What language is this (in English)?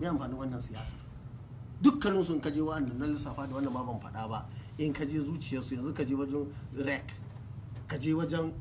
Hausa